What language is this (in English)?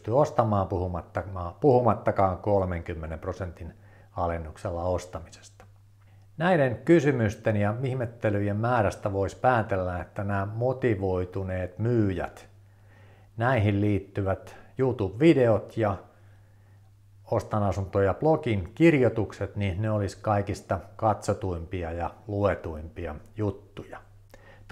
Finnish